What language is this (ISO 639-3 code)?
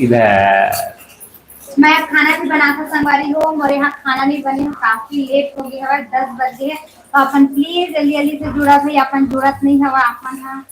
hne